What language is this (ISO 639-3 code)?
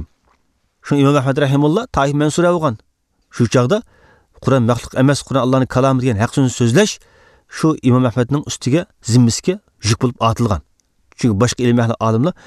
uig